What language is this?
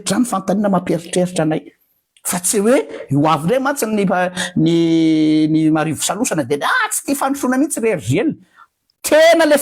Malagasy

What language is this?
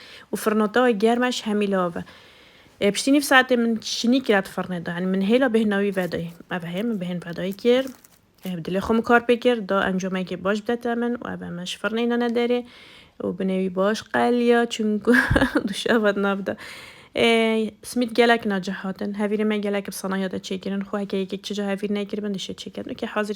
Kurdish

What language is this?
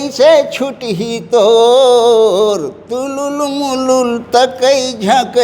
Chhattisgarhi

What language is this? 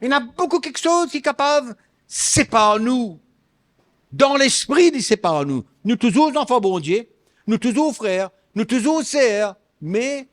Morisyen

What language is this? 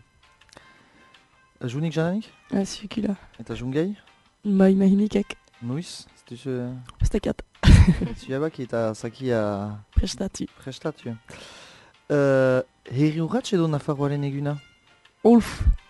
Basque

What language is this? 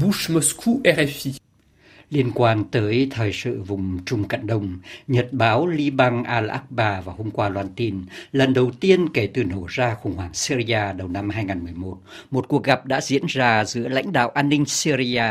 Vietnamese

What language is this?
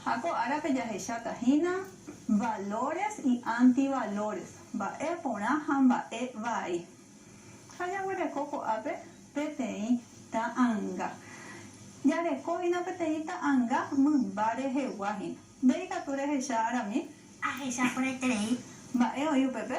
Guarani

